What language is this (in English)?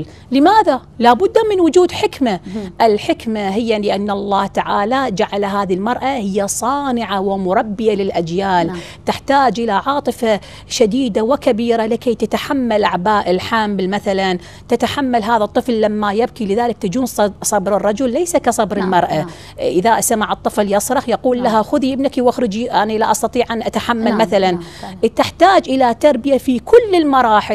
Arabic